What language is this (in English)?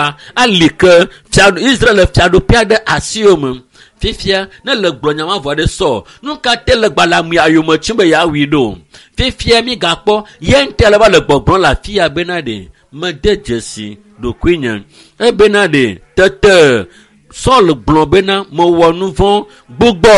Ewe